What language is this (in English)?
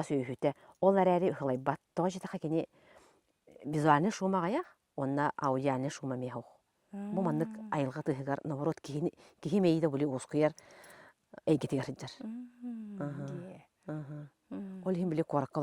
Yakut